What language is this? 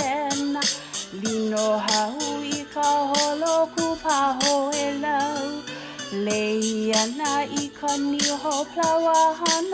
Hawaiian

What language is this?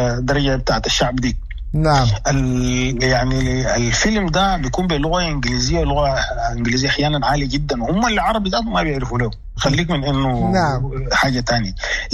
Sudanese Arabic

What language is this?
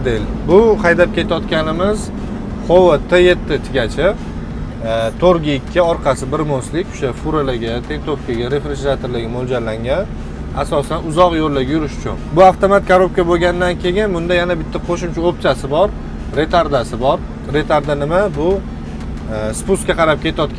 Uzbek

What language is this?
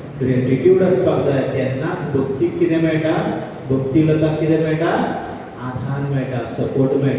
Konkani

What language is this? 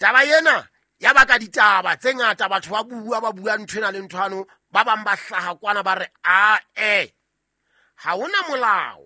Southern Sotho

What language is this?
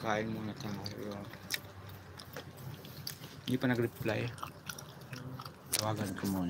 Filipino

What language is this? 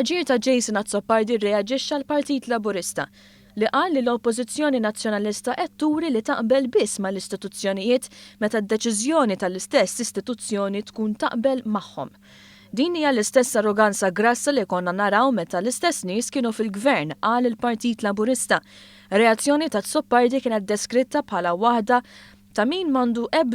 Maltese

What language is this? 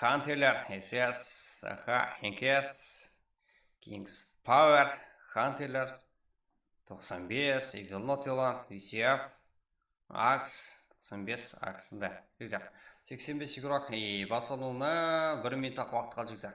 Kara-Kalpak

